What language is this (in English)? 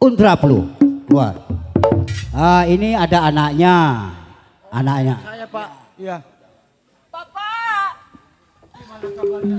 Betawi